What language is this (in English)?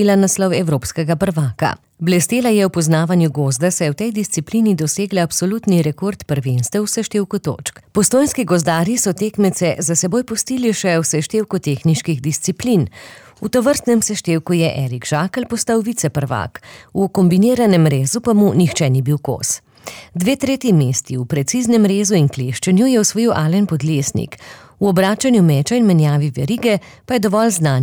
Slovenian